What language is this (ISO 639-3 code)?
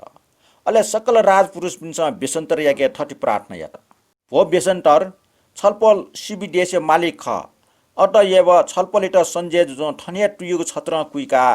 new